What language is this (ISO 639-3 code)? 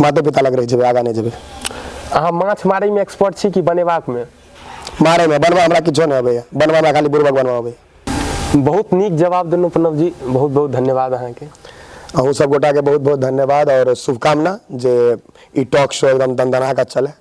mai